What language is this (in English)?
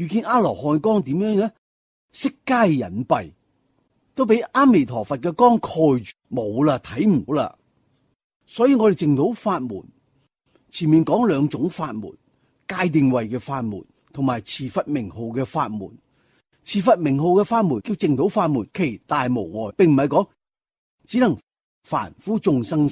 Cantonese